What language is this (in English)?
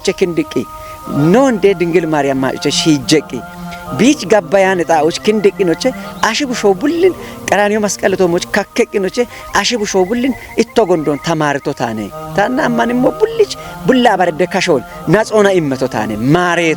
Kafa